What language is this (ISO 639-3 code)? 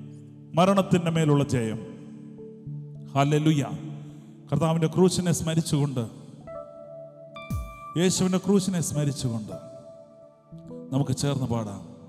mal